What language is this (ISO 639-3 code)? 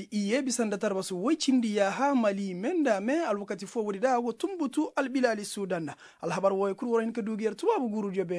ses